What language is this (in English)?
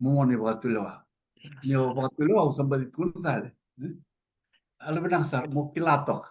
Fijian